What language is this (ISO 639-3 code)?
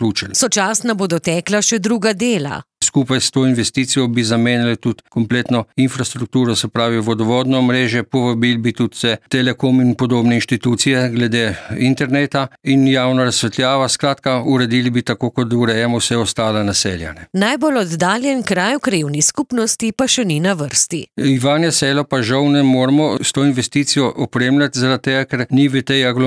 slv